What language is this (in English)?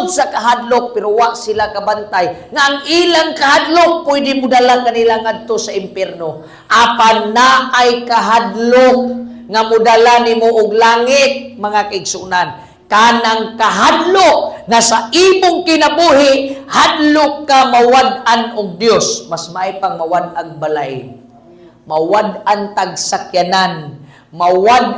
Cebuano